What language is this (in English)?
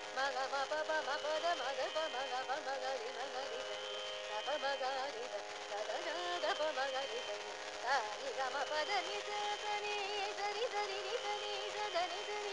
Telugu